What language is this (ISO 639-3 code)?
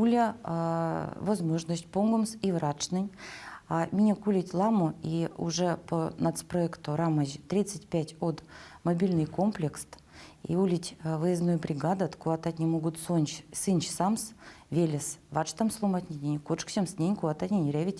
myv